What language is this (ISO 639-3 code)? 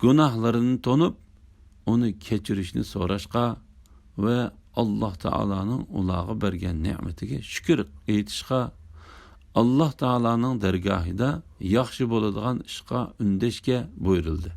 uig